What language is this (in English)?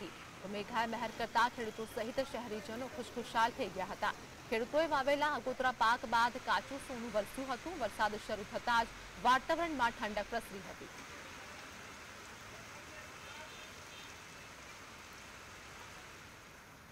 Gujarati